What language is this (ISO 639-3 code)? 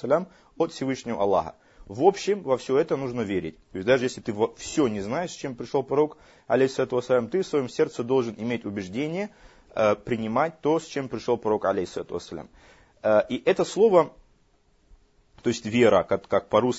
rus